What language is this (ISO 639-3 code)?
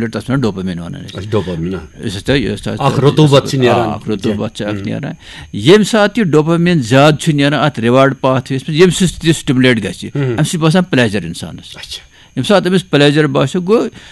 kas